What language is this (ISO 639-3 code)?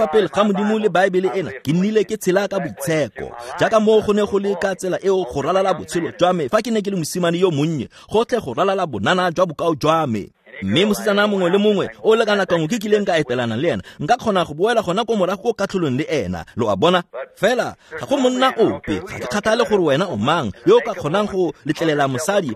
tsn